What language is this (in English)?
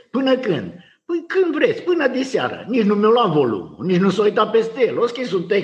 Romanian